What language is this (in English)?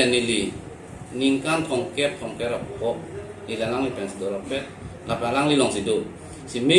Karbi